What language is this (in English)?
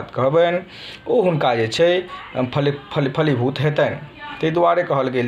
Maithili